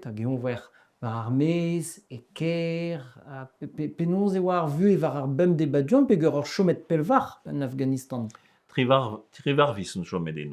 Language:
Breton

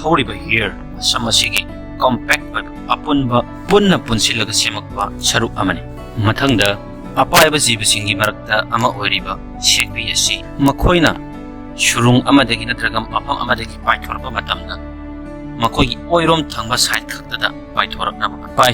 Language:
Manipuri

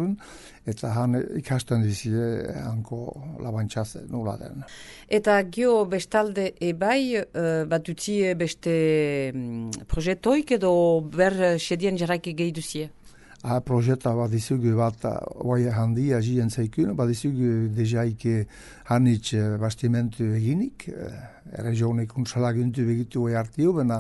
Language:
Basque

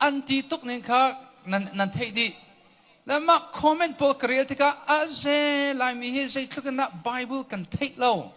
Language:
Hakha Chin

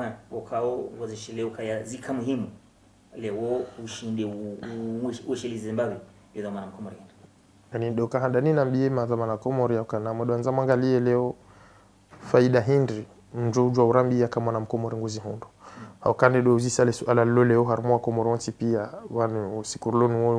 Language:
Swahili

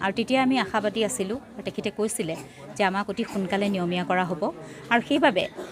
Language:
Assamese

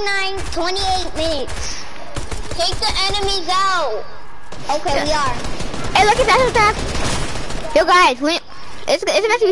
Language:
English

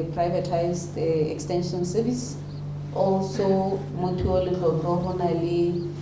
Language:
Tswana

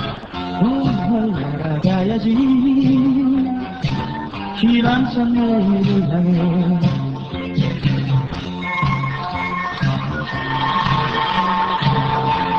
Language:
Korean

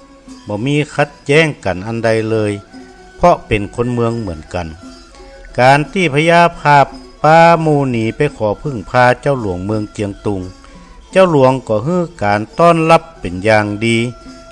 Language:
Northern Thai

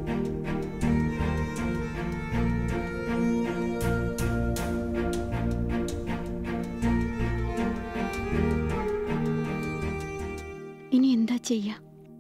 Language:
Malayalam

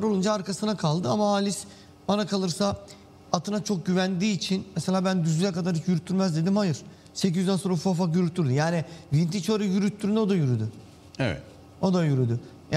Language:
Turkish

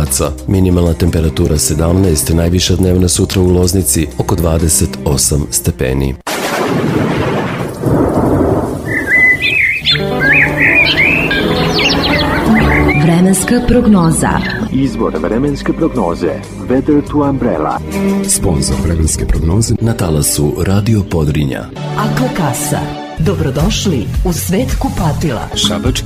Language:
Serbian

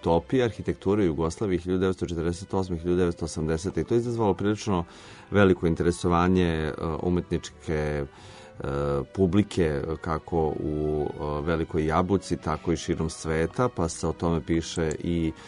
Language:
Serbian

